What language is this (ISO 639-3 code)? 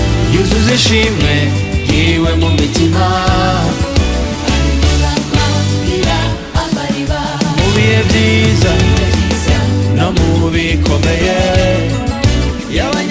kin